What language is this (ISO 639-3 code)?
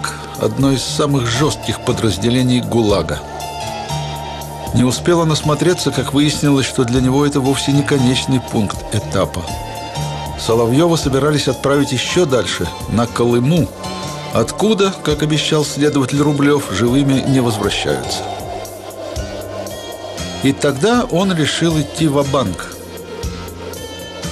rus